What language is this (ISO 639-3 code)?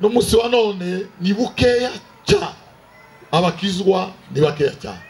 kin